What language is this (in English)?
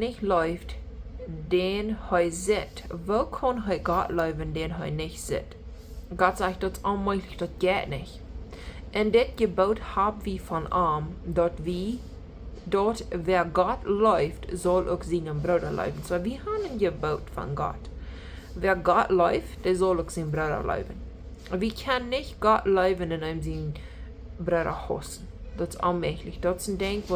Plautdietsch